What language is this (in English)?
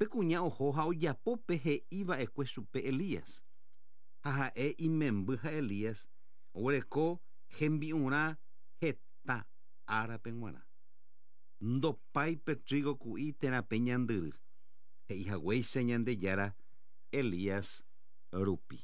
Guarani